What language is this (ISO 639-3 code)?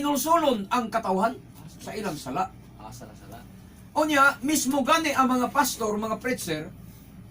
ceb